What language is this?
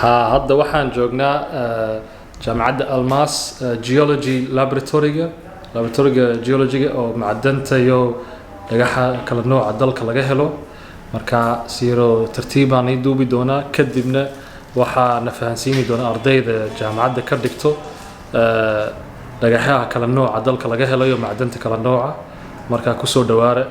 Somali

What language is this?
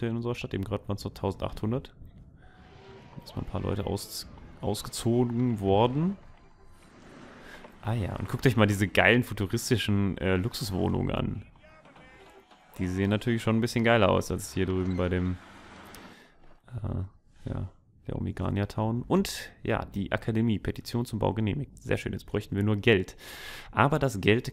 German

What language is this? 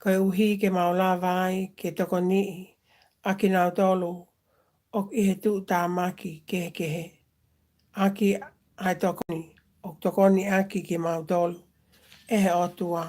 Tongan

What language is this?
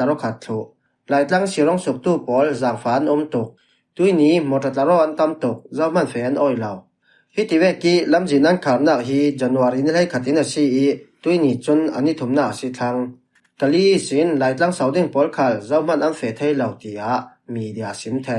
Falam Chin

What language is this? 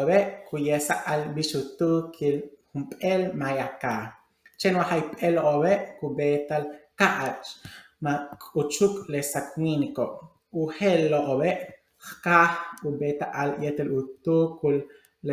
Yucateco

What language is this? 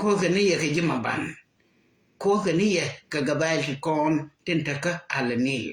Nuer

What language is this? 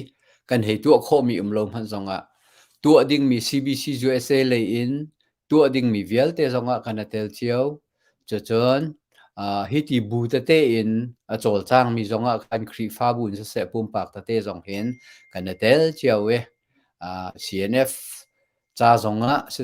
Hakha Chin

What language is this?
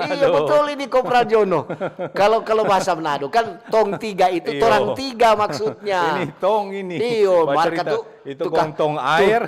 Manado Malay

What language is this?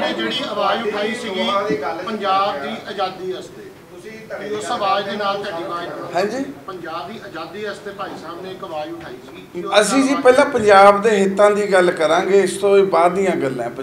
Punjabi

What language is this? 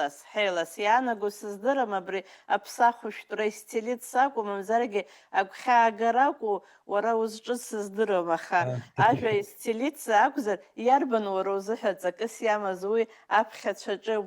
Abkhazian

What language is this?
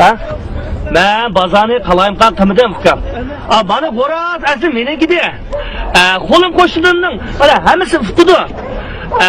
Uyghur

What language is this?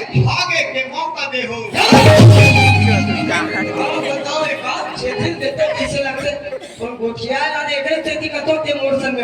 Chhattisgarhi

